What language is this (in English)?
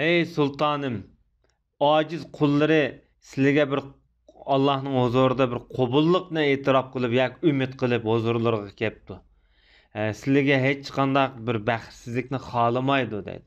Uyghur